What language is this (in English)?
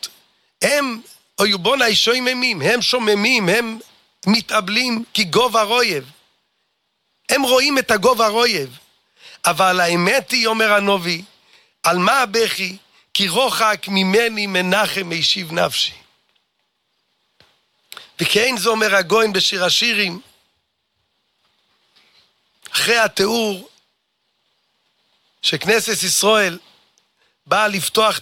Hebrew